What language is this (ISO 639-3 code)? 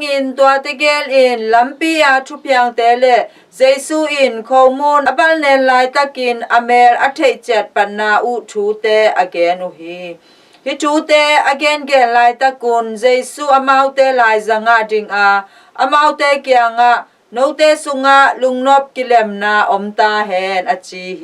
ctd